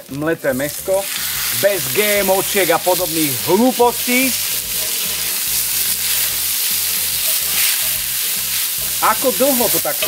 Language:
Slovak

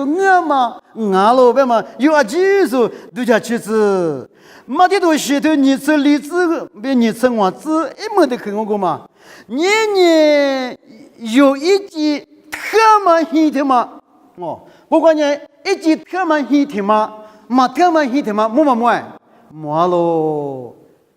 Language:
Lisu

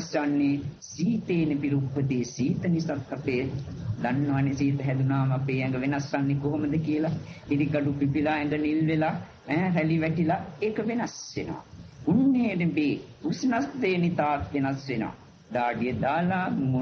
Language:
Sinhala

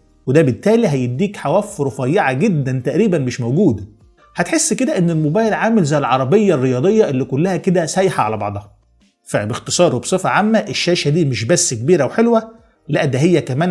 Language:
Egyptian Arabic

